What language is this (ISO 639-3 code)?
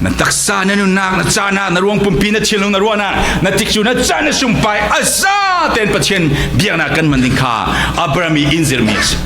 cfm